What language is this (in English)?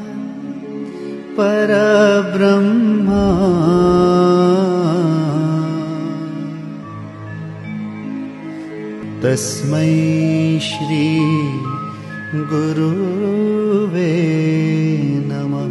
Gujarati